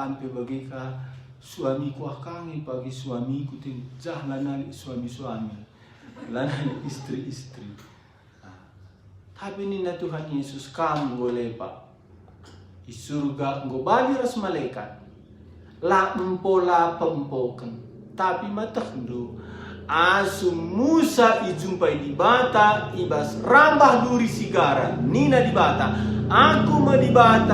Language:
Batak Karo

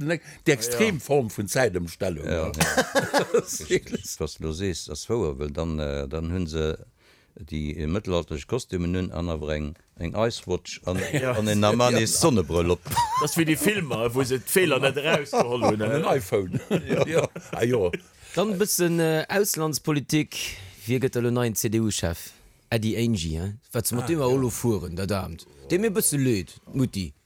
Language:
Luxembourgish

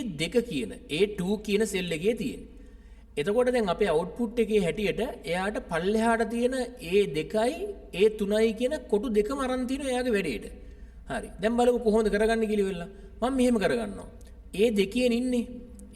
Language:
Sinhala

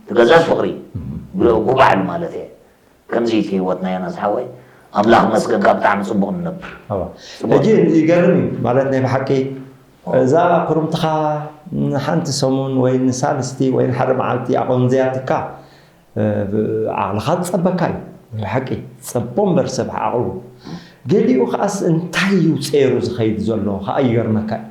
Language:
Tigrinya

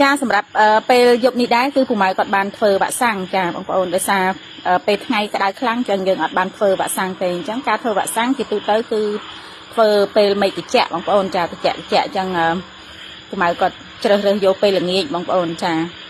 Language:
Khmer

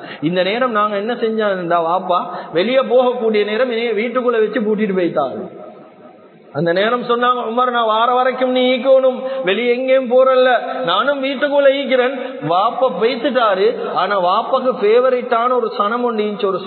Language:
Tamil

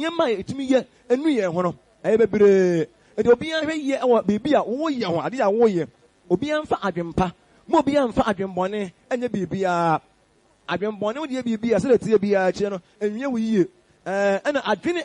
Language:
Akan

